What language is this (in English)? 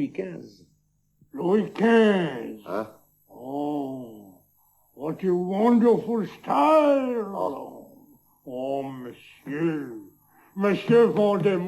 Picard